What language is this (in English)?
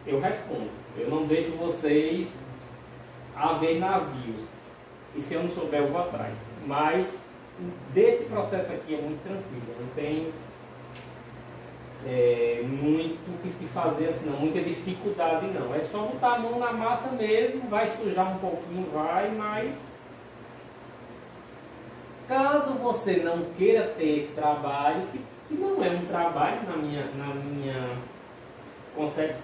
Portuguese